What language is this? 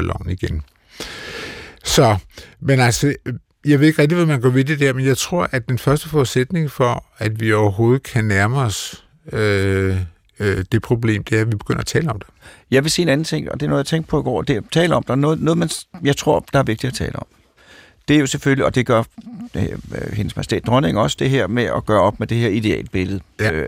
Danish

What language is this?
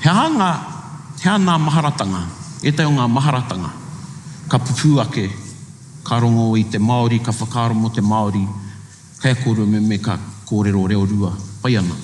Māori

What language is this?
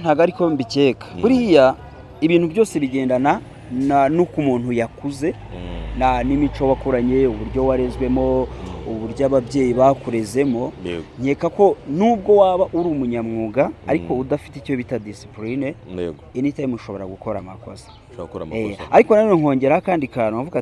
Kinyarwanda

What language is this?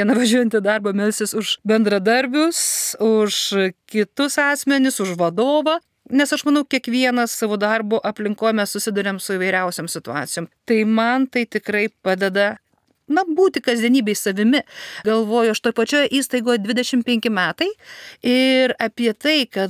Lithuanian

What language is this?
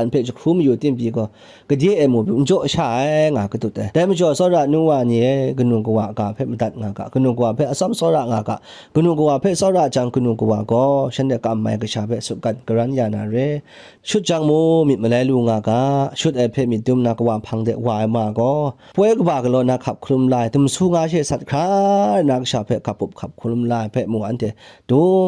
Kachin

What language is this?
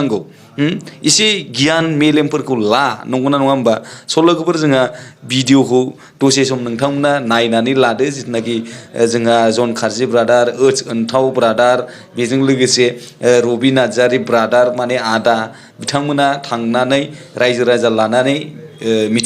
Bodo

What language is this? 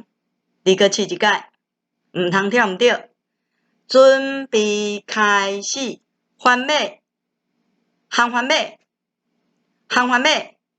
Min Nan Chinese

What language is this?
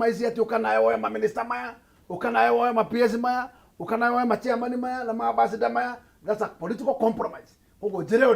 Kikuyu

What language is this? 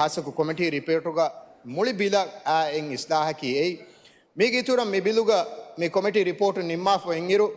Divehi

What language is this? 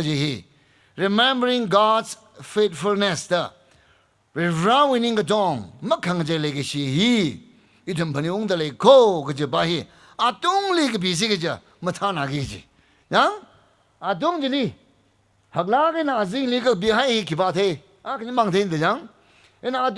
Tangkhul Naga (India)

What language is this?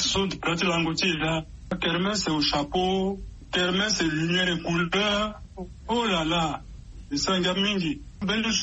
Sango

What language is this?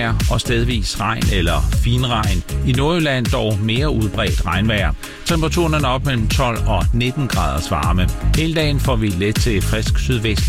Danish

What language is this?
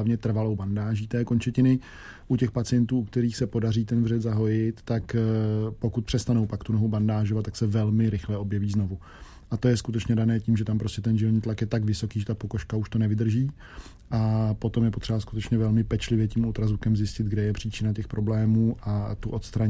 Czech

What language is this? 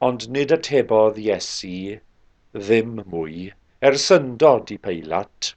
Welsh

